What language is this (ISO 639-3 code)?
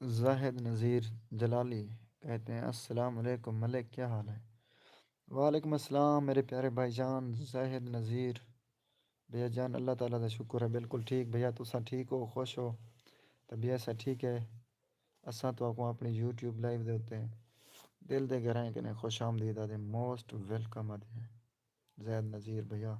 skr